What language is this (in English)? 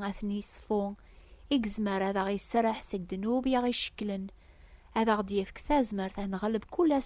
Kabyle